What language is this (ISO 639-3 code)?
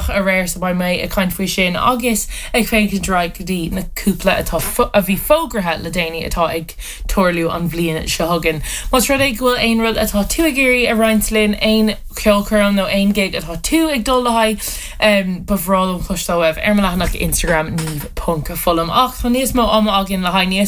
gle